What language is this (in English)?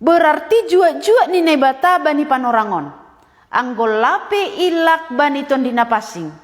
Batak Simalungun